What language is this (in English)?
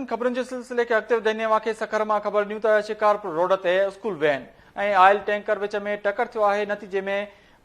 Sindhi